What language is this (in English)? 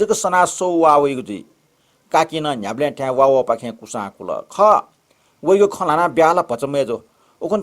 Newari